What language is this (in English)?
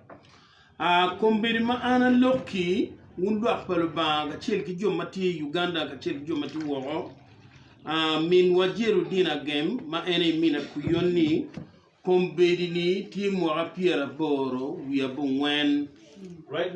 Acoli